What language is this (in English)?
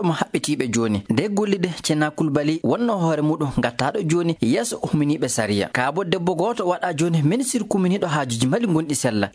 Fula